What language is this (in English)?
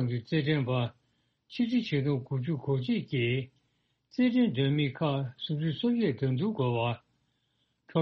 Tibetan